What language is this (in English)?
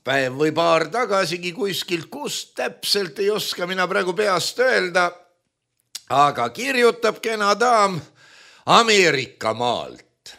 Estonian